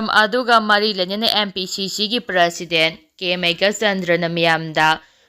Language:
Manipuri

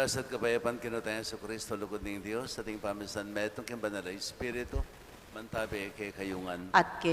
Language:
Pampanga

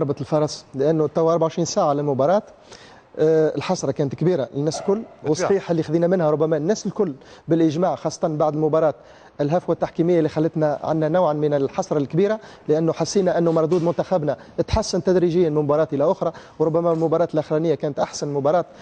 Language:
Tunisian Arabic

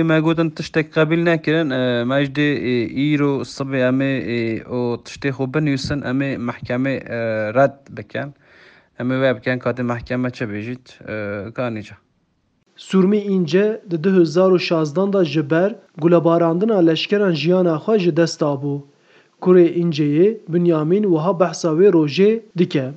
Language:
Kurdish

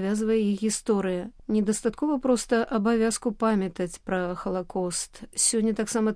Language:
Belarusian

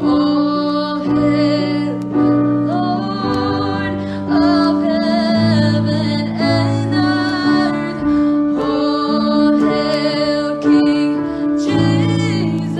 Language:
Pohnpeian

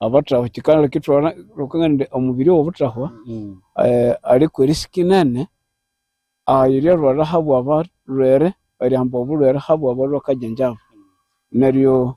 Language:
Nyankole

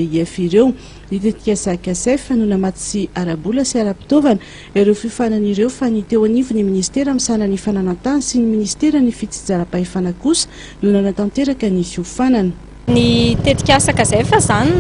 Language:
Malagasy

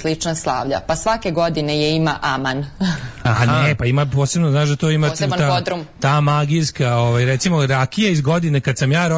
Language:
Serbian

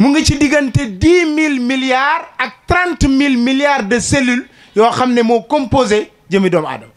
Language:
Wolof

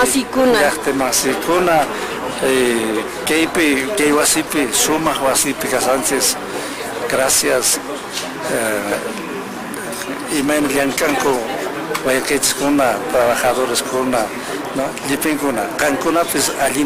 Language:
Quechua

